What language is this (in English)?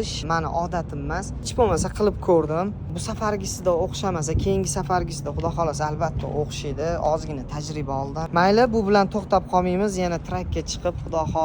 Uzbek